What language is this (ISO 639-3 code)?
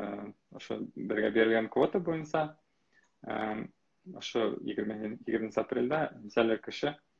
bak